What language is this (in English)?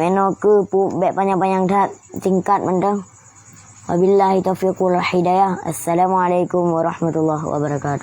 Achinese